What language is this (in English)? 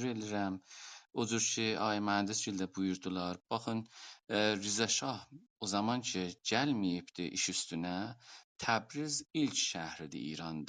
South Azerbaijani